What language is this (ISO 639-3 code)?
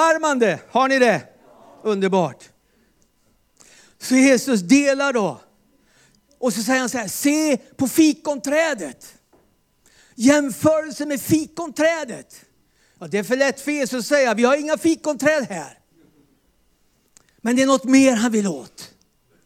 swe